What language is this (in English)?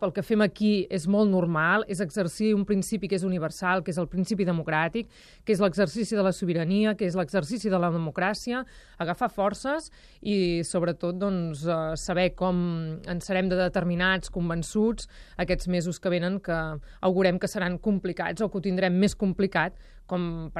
Catalan